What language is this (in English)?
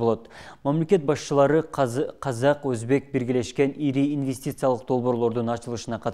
Kyrgyz